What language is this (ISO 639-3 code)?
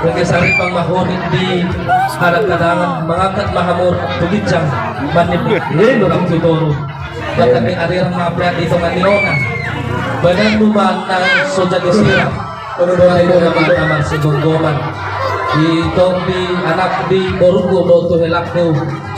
bbc